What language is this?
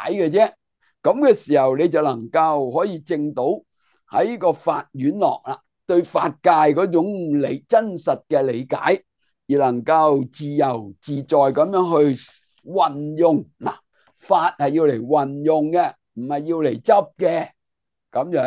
Cantonese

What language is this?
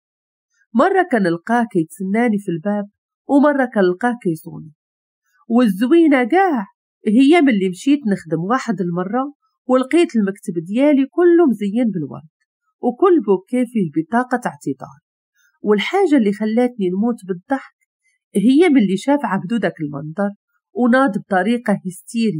Moroccan Arabic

